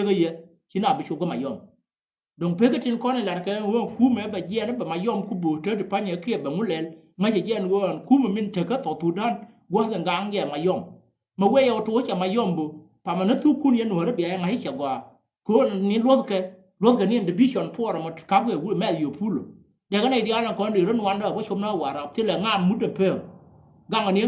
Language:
Nuer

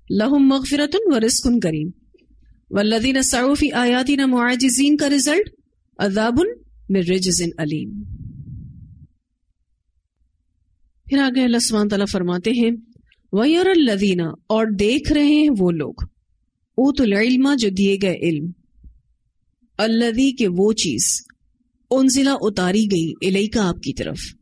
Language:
Urdu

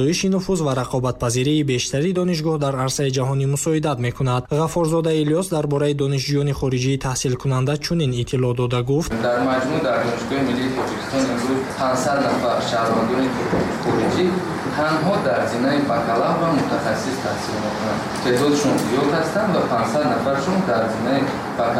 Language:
Tajik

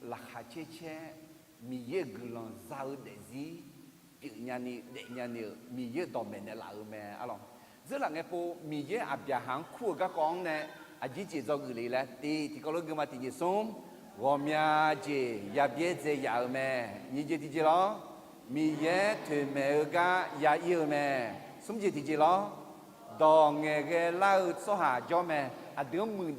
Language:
Akha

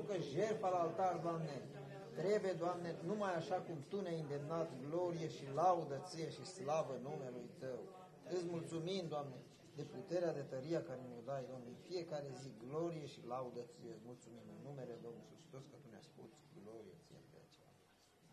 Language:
Romanian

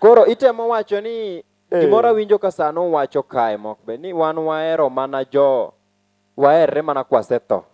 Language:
Luo (Kenya and Tanzania)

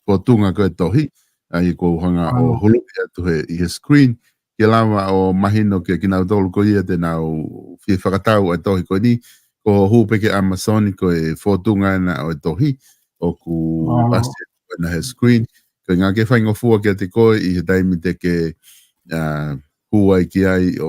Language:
Tongan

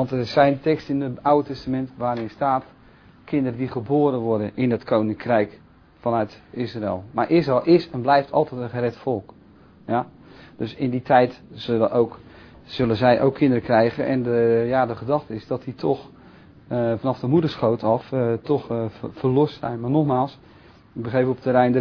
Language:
Dutch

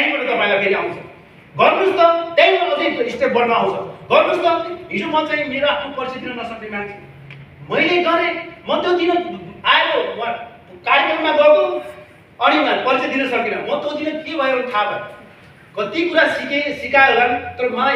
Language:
Nepali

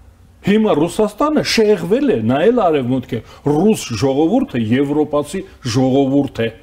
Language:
Armenian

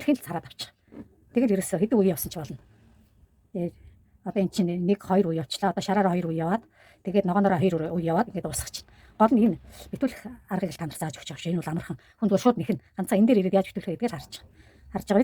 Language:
Mongolian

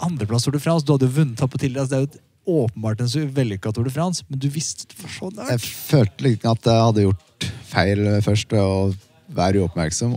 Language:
Norwegian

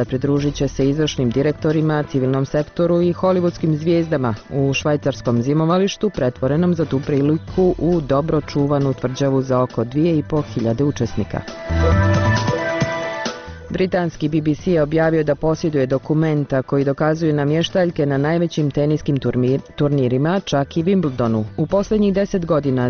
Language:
Bosnian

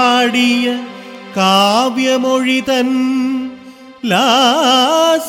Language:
Malayalam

